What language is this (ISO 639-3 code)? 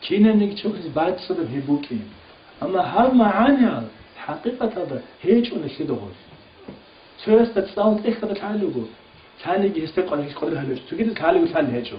ava